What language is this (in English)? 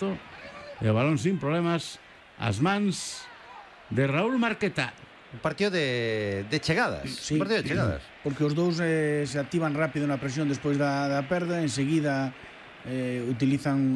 Galician